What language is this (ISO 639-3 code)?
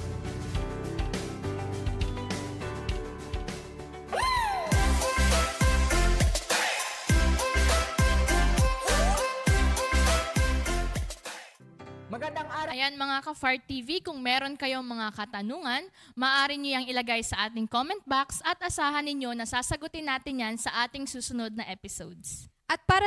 fil